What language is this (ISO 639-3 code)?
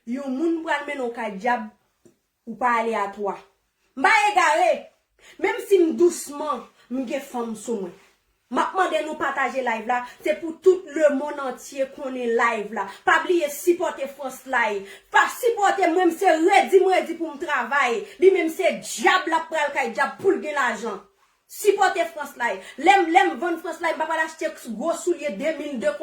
hat